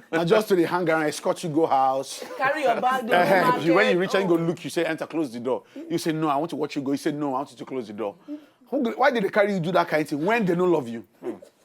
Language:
Nigerian Pidgin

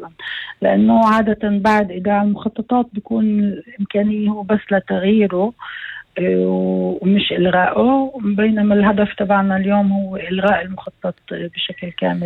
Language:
North Levantine Arabic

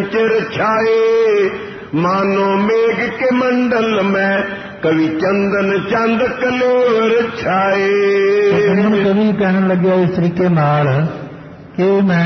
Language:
Punjabi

